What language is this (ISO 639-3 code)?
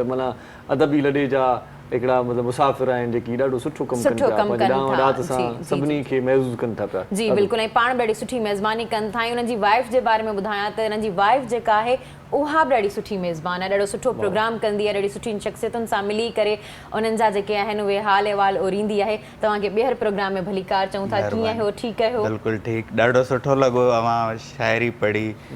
snd